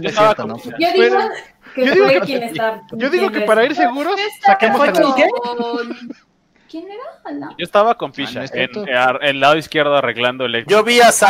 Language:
Spanish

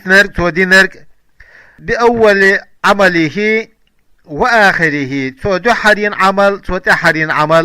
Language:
Chechen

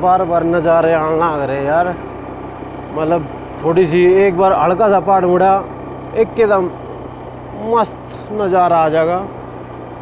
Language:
Haryanvi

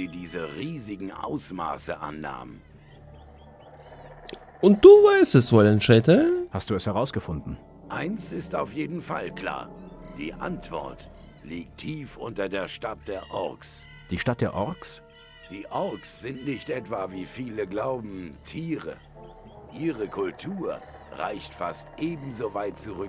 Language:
German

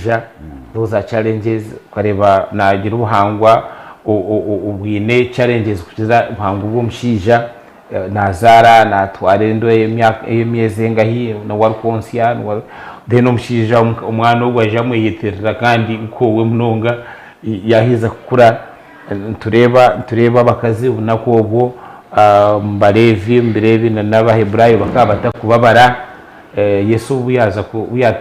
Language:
Nyankole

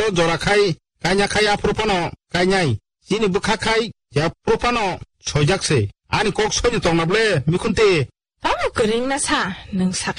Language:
Kok Borok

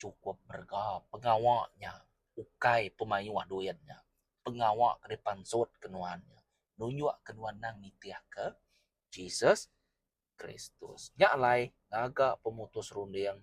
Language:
Iban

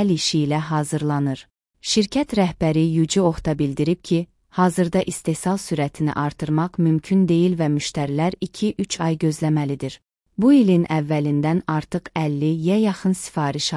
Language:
Azerbaijani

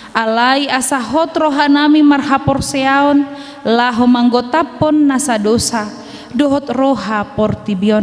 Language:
Batak Toba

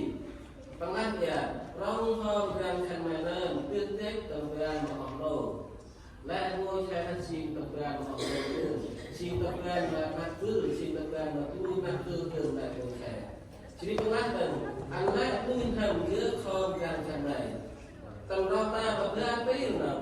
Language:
Central Mnong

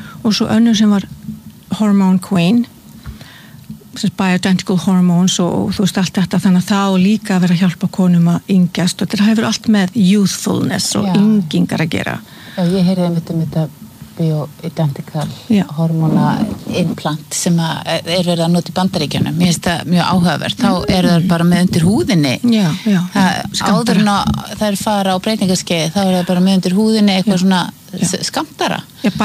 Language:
Icelandic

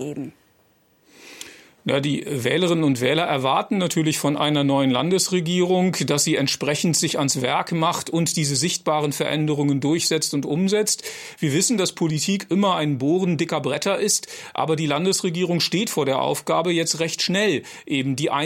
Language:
German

